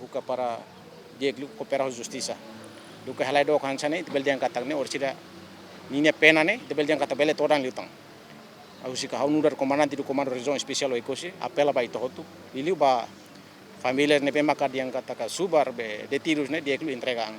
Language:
Tetum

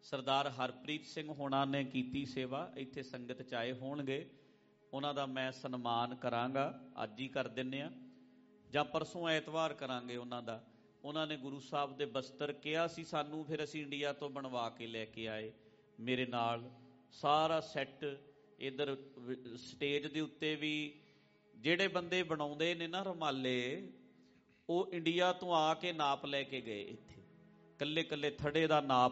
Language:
Punjabi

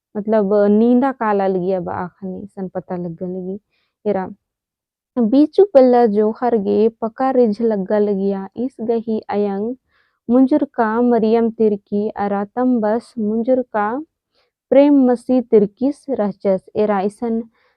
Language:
Kurukh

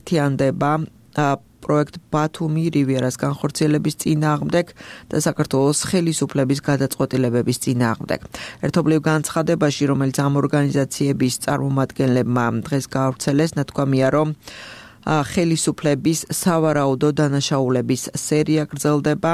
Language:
Georgian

